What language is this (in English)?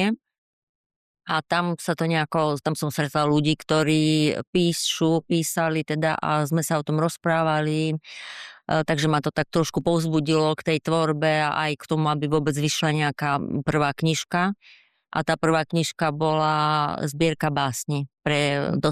Slovak